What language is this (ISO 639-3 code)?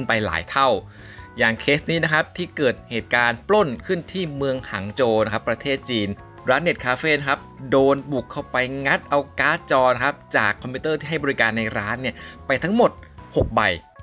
tha